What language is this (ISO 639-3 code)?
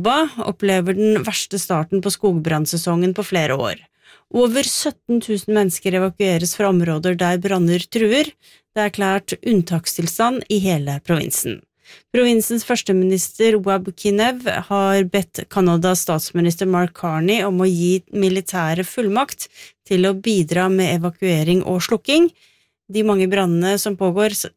nor